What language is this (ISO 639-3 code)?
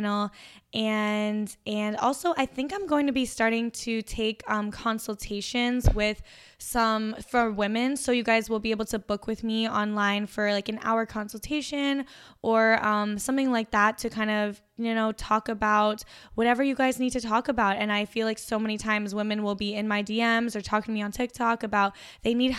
eng